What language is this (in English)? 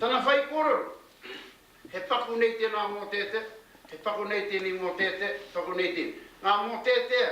Māori